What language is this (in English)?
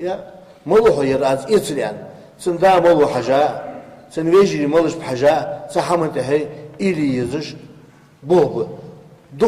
Ingush